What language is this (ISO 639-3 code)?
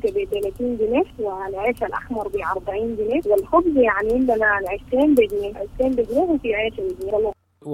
apd